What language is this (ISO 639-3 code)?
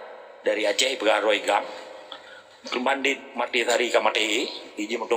ace